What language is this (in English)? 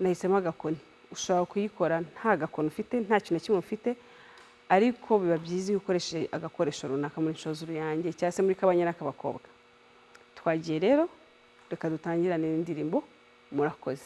Kinyarwanda